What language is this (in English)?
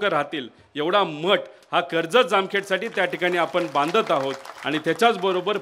Marathi